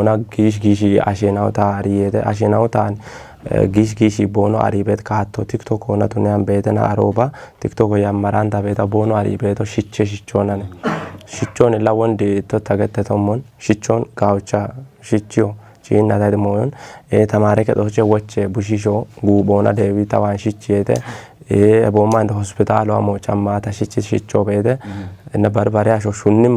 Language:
Kafa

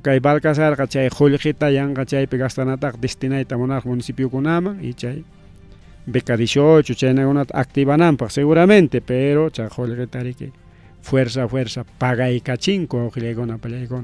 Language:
Ayacucho Quechua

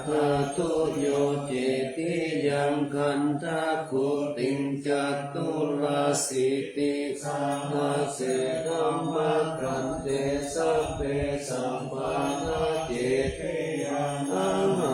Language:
Pali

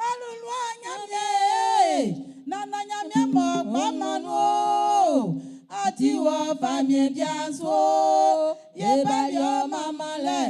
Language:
Baoulé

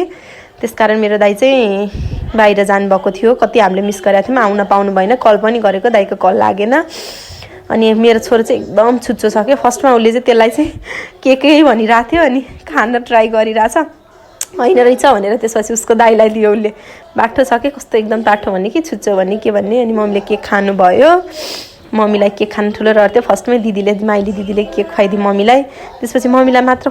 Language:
Nepali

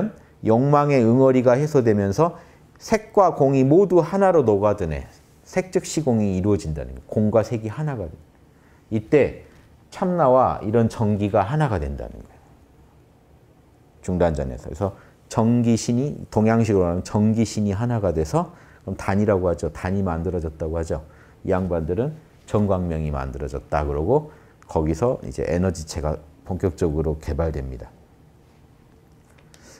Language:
Korean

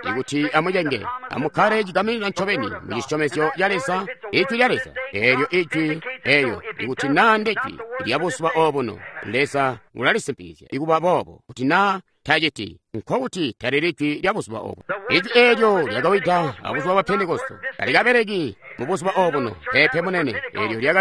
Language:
Tonga (Zambia)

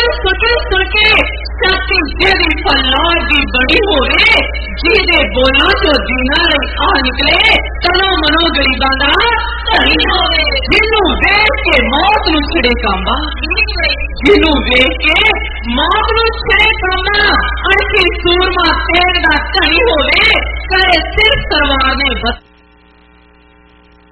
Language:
Punjabi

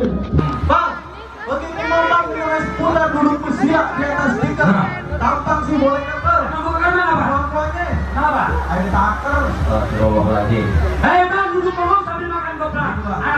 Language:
Betawi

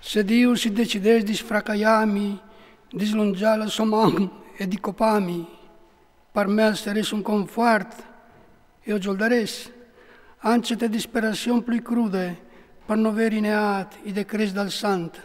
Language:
Friulian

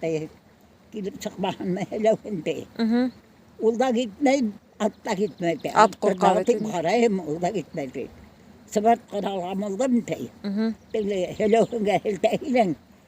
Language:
Bashkir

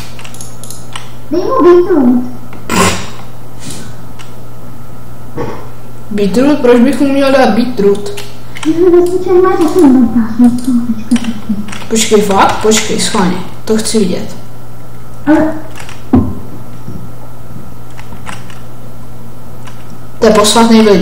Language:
Czech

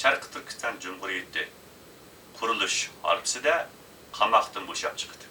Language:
Uyghur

